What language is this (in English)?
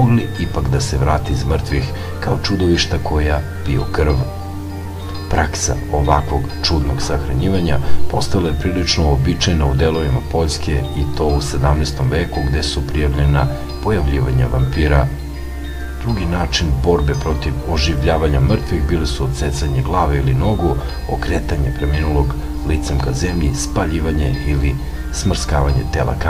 Serbian